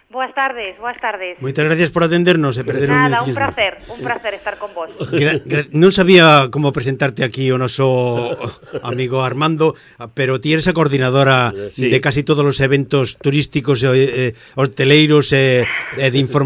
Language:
Galician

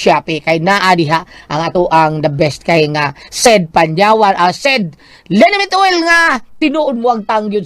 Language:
Cebuano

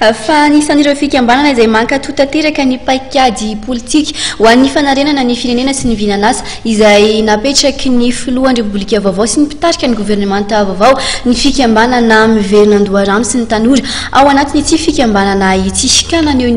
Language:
Malagasy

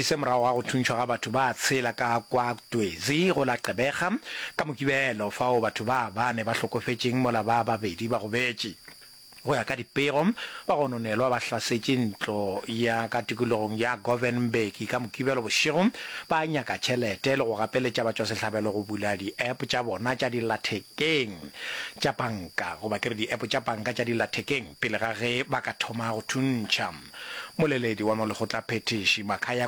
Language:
Northern Sotho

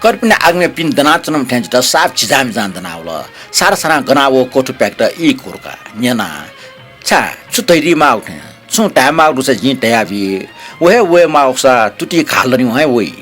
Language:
Newari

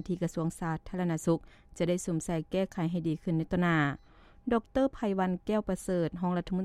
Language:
Lao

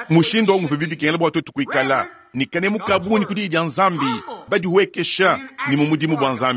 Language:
Luba-Lulua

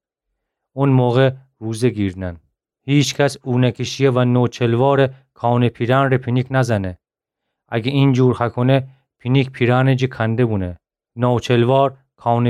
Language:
Gilaki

